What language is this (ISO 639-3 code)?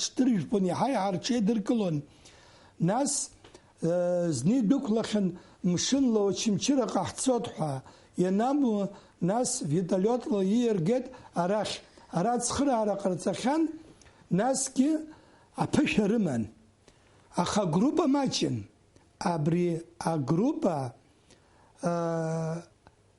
abk